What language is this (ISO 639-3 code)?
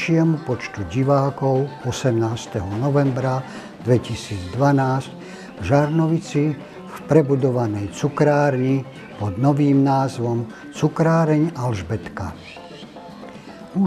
slk